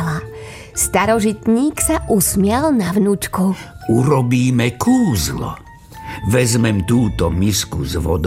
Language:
Slovak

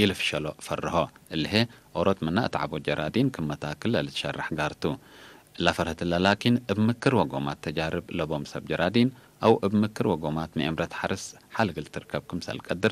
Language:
Tigre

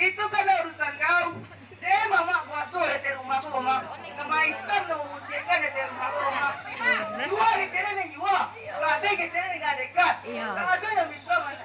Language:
Minangkabau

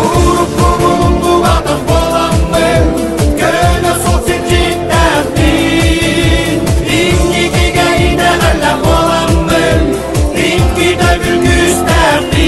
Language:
Yakut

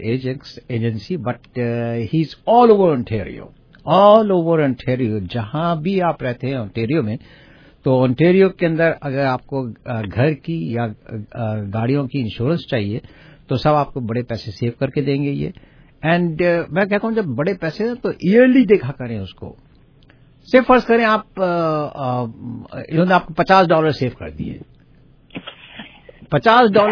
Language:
Urdu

